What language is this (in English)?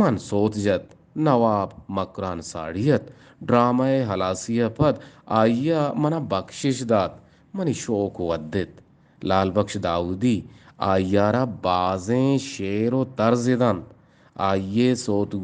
Eastern Balochi